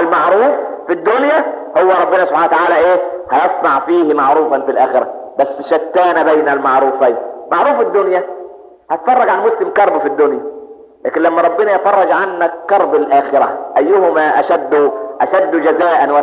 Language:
Egyptian Arabic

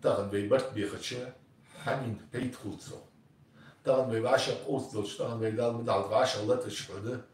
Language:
Ingush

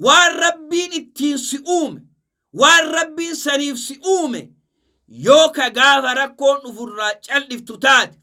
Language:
Oromo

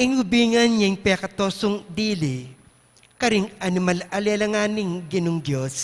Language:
Pampanga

